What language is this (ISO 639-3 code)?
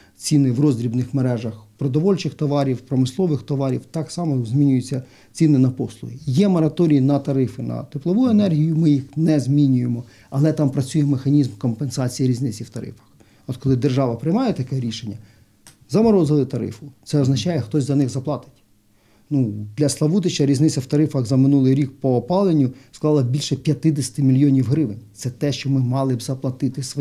ukr